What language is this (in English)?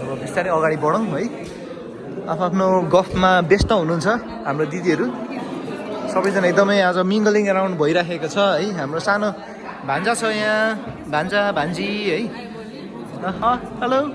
Nepali